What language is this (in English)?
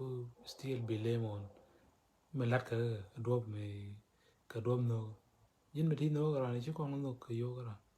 Nuer